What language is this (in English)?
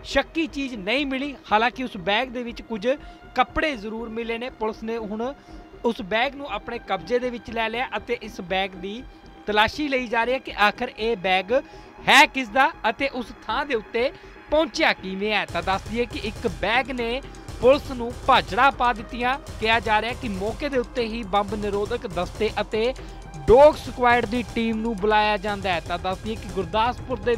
Punjabi